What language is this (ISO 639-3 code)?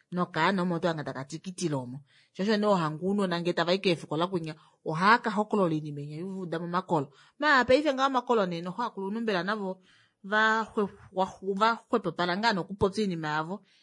kua